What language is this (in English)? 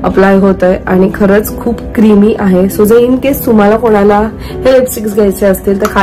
Marathi